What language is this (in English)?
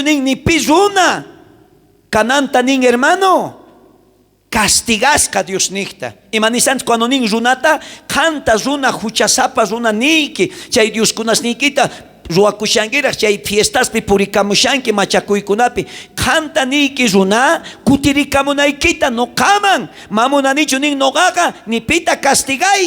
South Bolivian Quechua